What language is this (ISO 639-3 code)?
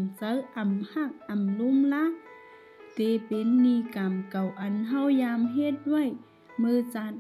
shn